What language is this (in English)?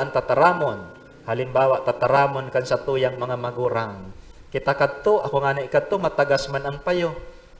Bikol